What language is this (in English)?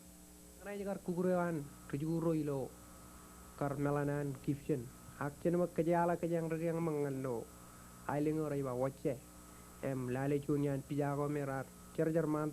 Marshallese